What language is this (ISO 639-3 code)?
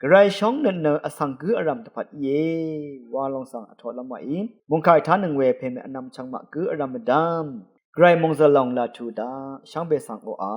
raw